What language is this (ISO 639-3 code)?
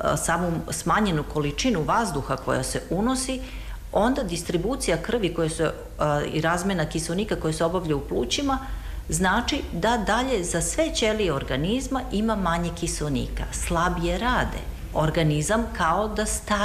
srp